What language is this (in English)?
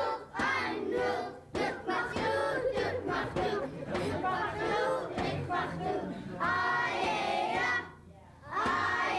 Central Yupik